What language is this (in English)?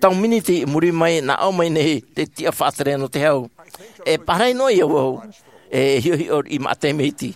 Tahitian